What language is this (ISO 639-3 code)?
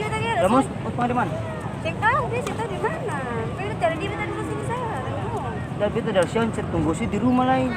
abs